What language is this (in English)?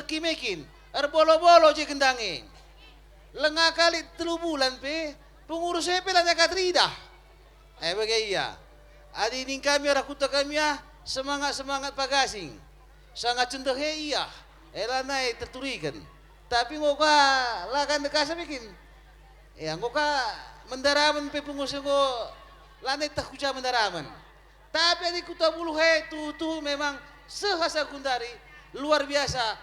Batak Karo